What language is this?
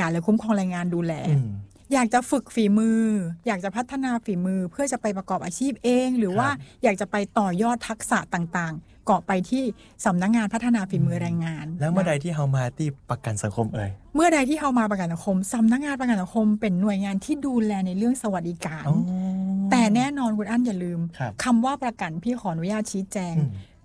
Thai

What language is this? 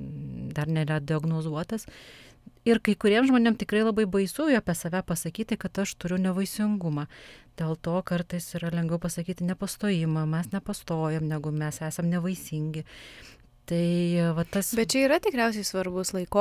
Lithuanian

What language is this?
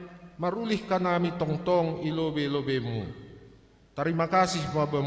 Batak Simalungun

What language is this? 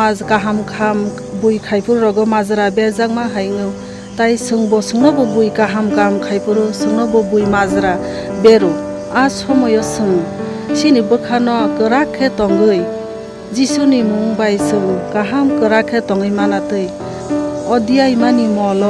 Kok Borok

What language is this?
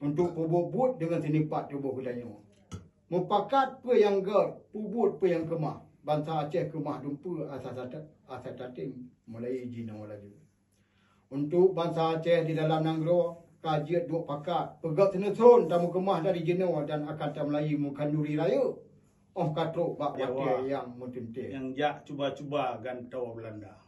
Achinese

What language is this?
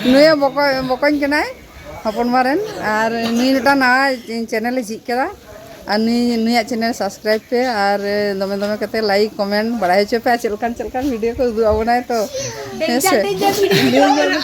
Santali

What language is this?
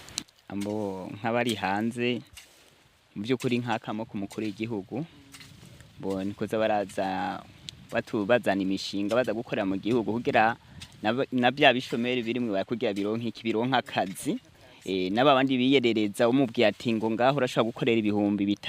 Rundi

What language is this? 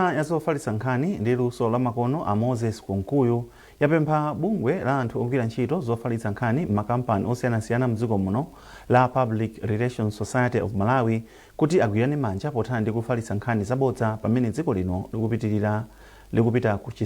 Nyanja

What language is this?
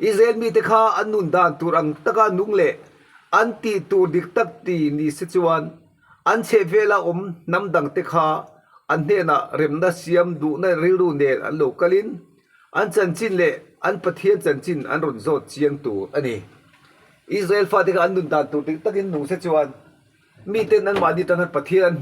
Mizo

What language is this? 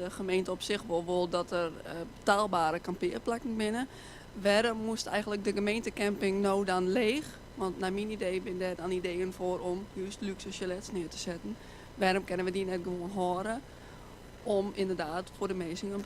Western Frisian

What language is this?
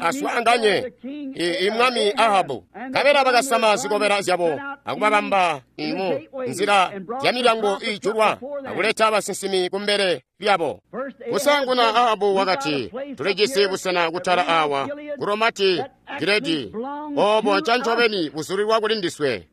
Tonga (Zambia)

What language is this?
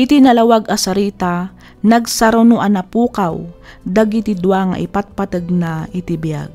Iloko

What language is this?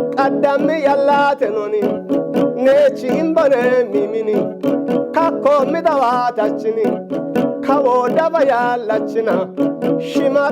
Kafa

